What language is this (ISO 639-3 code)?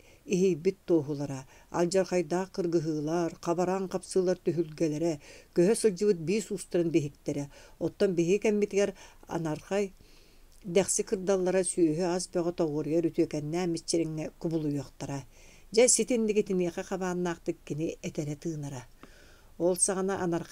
sah